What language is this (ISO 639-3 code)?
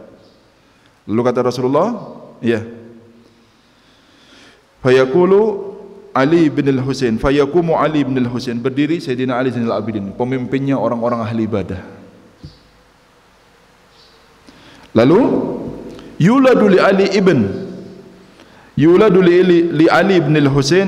ind